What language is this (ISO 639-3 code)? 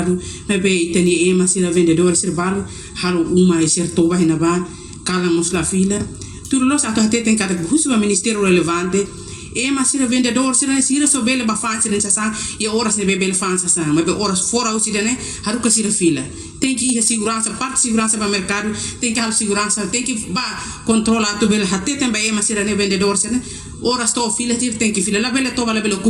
tet